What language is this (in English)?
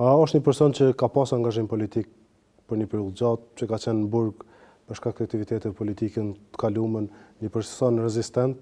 Albanian